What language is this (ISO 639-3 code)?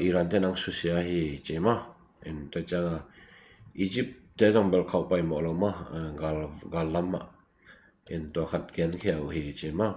ctd